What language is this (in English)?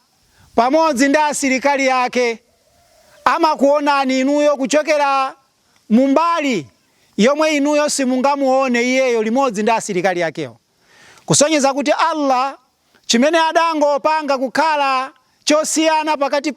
Nyanja